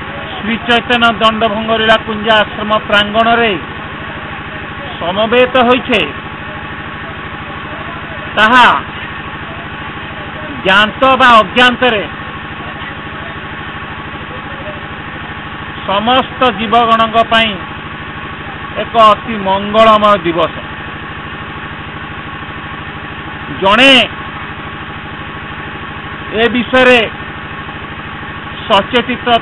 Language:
Odia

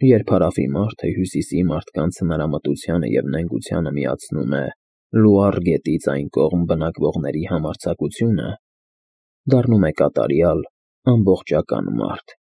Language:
Armenian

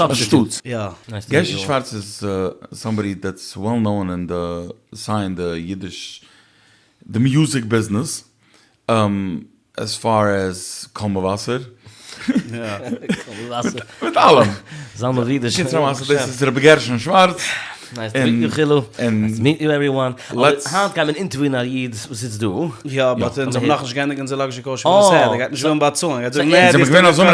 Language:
Yiddish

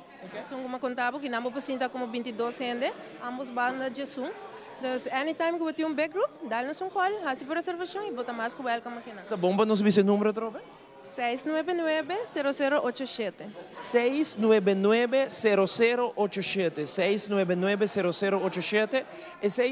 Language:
Papiamento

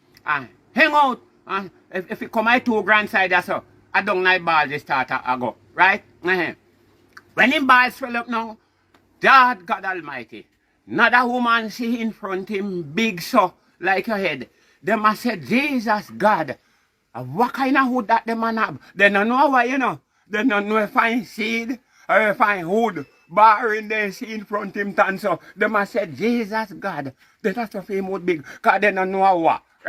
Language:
Jamaican Creole English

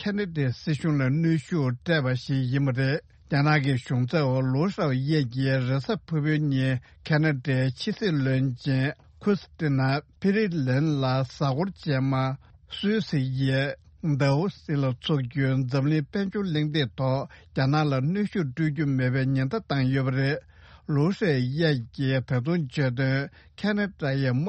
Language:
Tibetan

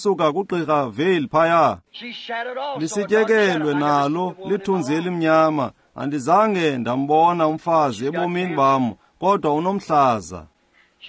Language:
Xhosa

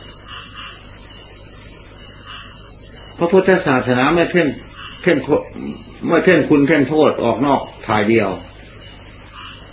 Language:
Thai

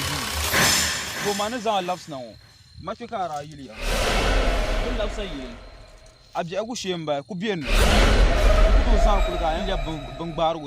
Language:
Dagbani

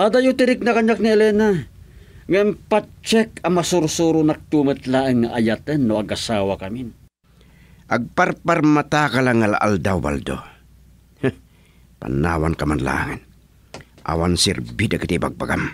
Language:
Iloko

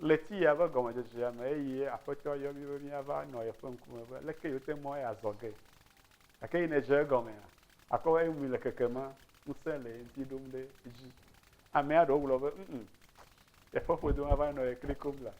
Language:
Ewe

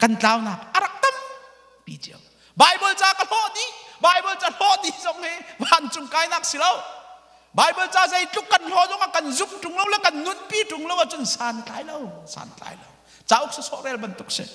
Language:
Hakha Chin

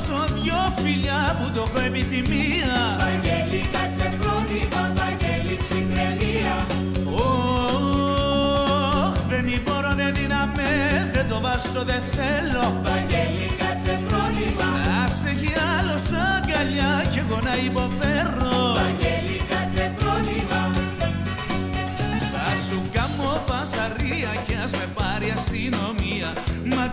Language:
Greek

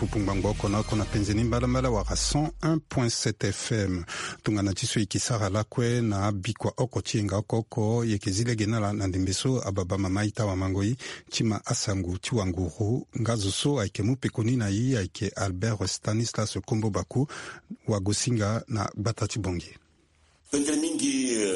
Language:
Sango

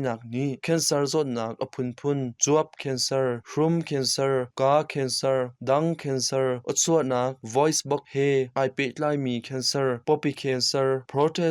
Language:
Hakha Chin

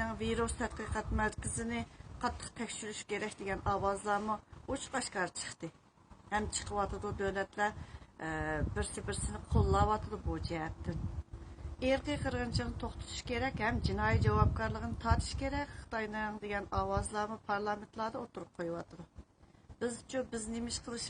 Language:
Uyghur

